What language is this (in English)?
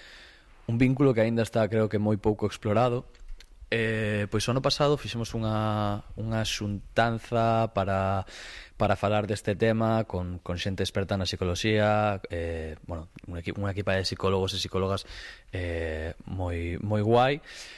Galician